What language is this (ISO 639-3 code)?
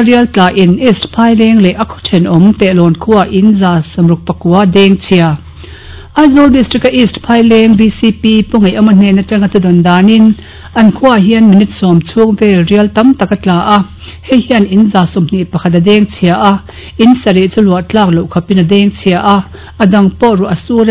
lus